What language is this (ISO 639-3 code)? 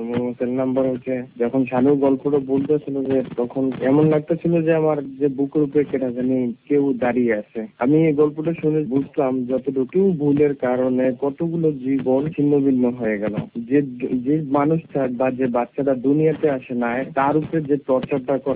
ben